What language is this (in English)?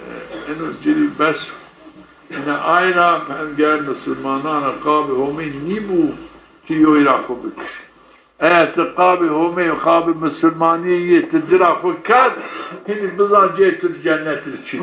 Zaza